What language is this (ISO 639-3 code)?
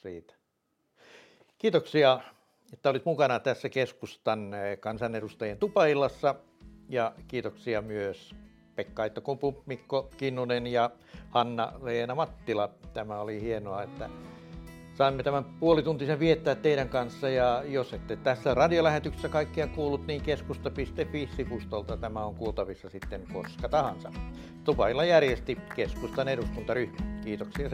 fin